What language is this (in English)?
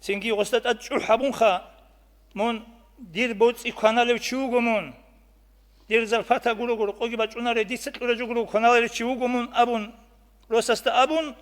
Avaric